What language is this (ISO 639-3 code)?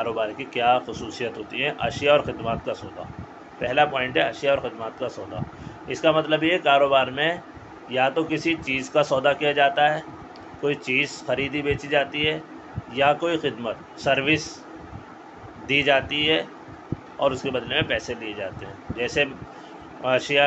urd